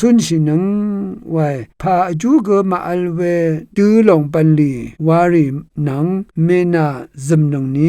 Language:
Rawang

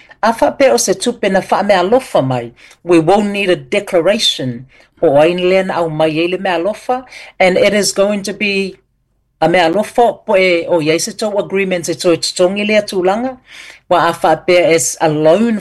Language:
Samoan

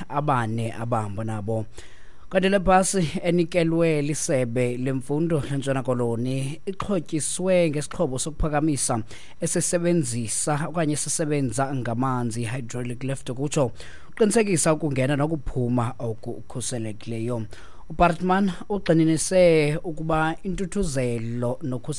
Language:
Xhosa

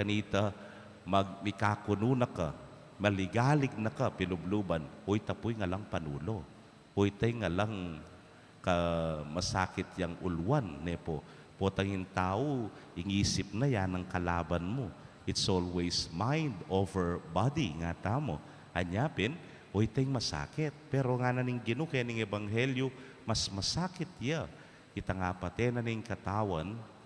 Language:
Pampanga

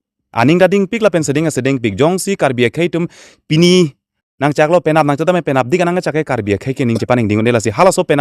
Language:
Karbi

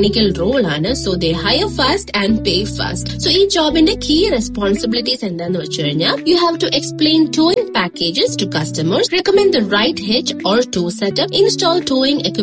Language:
Malayalam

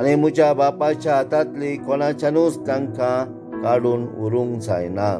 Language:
Konkani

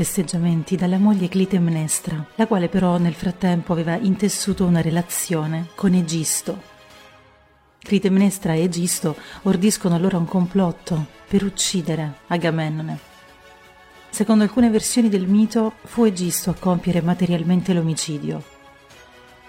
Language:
Italian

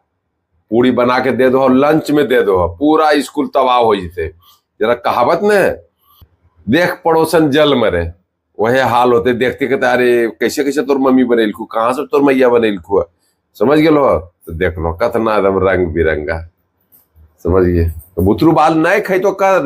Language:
Magahi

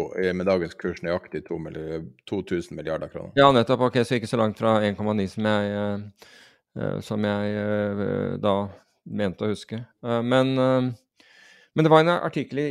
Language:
Norwegian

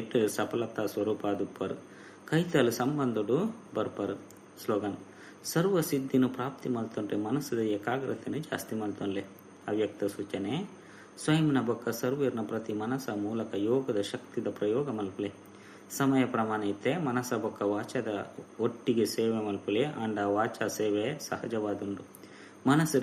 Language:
Tulu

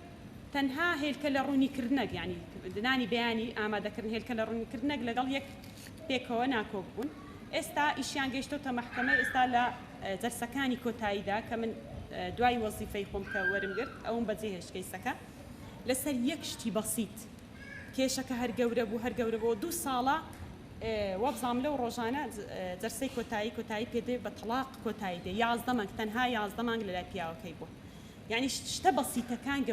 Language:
Central Kurdish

